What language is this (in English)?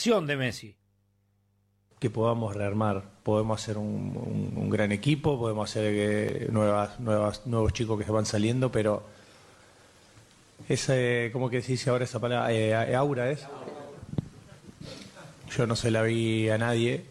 Spanish